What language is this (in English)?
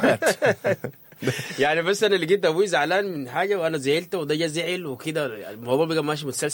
Sudanese Arabic